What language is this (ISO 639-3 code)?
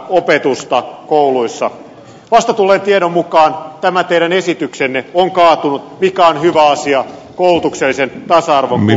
fin